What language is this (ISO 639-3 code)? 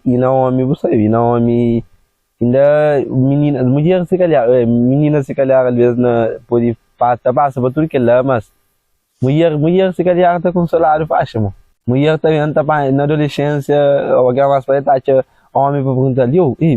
kea